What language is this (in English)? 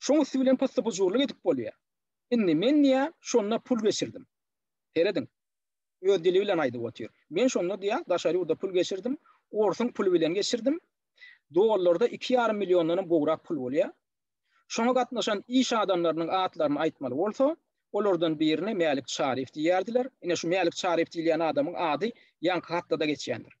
Turkmen